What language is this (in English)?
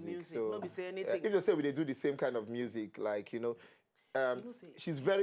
Nigerian Pidgin